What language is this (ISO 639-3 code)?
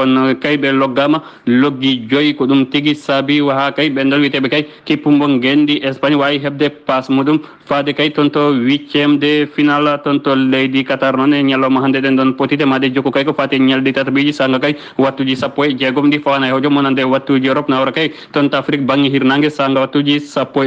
ful